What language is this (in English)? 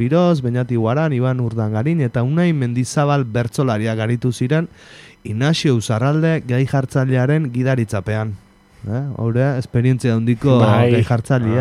Basque